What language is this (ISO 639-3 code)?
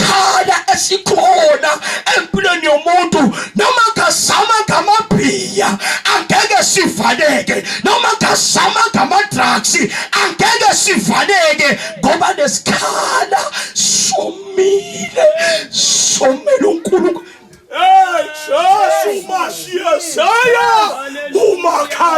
zul